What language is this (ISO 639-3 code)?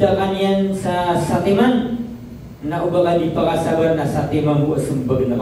mrw